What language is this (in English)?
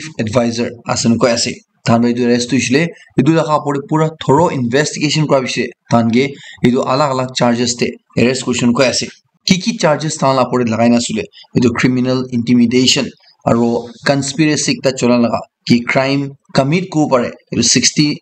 Naga Pidgin